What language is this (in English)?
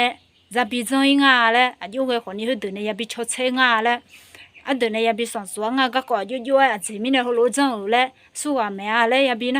Akha